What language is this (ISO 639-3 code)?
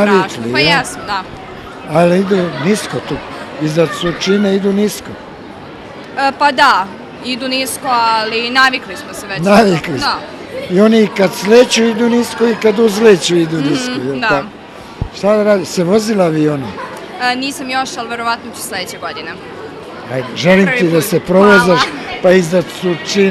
srp